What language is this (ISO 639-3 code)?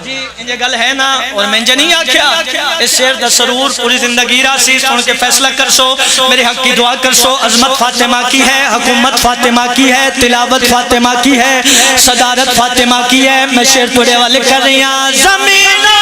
phr